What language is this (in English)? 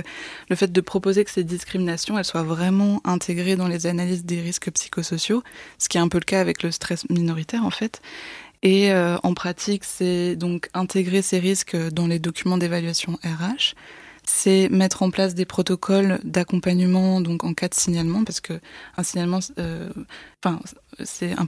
French